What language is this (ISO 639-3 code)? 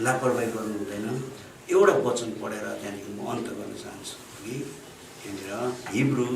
nep